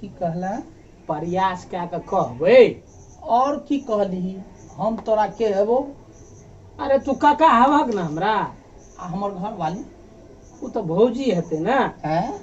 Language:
Maithili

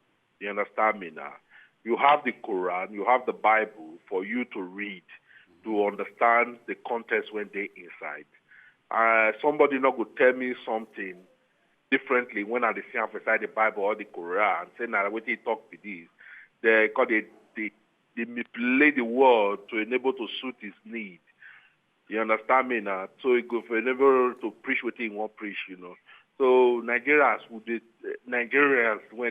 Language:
Nigerian Pidgin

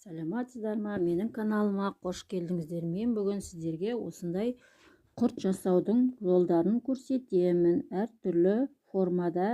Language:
Kazakh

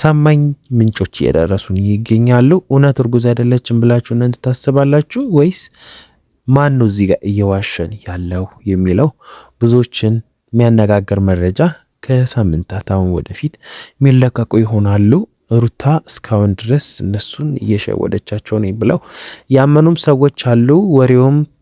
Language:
Amharic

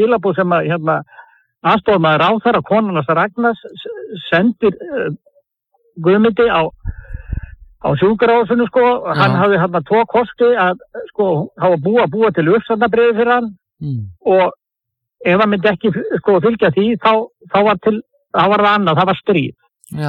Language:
Icelandic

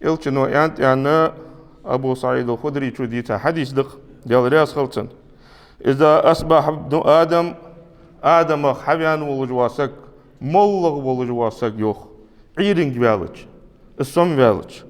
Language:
Ingush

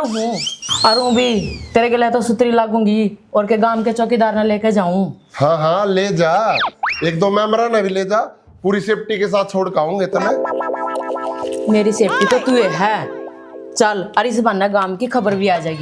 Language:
Haryanvi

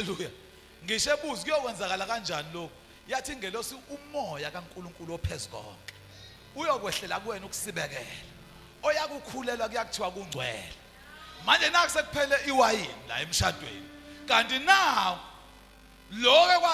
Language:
Zulu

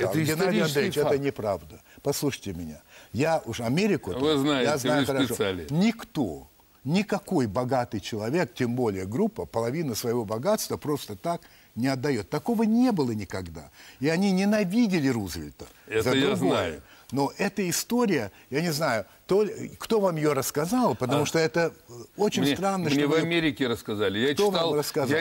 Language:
Russian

